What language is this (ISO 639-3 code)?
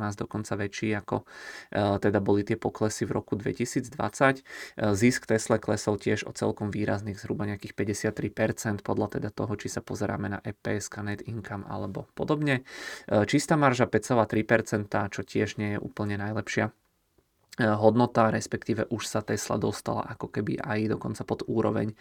slk